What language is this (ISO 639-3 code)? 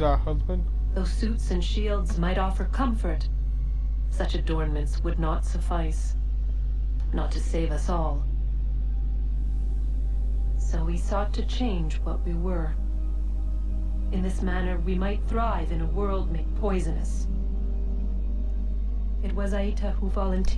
eng